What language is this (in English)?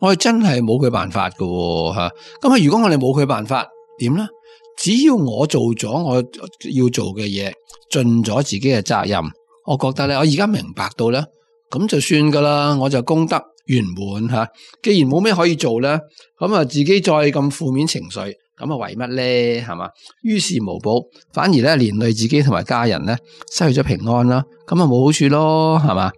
Cantonese